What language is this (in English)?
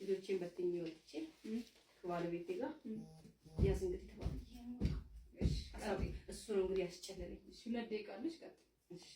Amharic